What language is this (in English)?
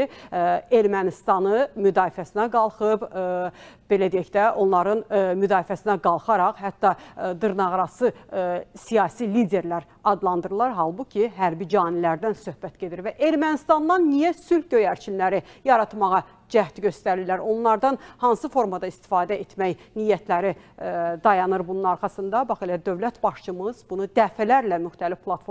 Azerbaijani